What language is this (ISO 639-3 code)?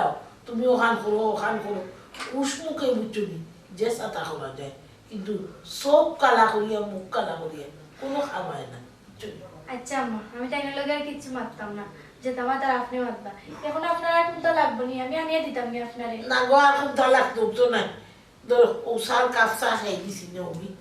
syl